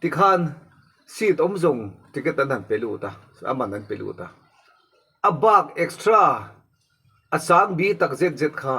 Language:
Mizo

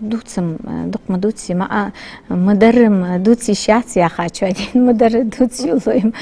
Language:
Ingush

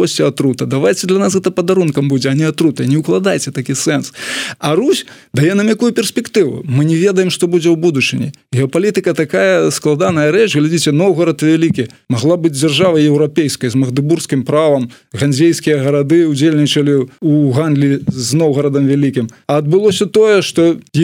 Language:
Belarusian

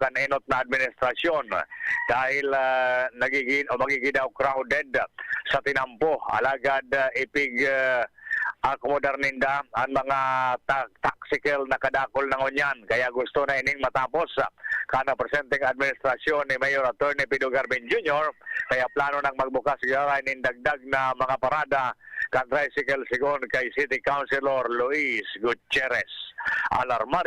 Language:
Bikol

